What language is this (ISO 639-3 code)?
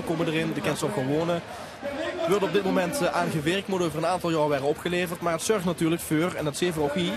lim